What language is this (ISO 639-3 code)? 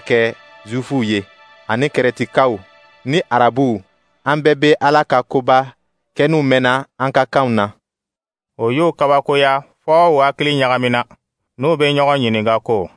dyu